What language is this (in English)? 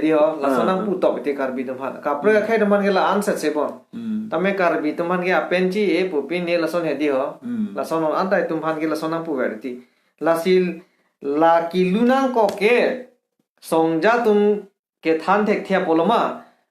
Karbi